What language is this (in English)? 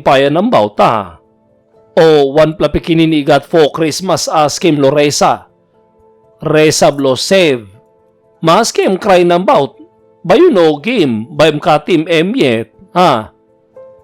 Tok Pisin